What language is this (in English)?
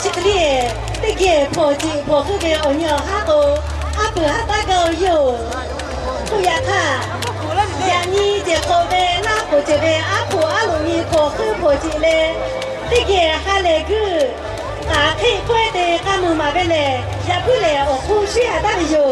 Lahu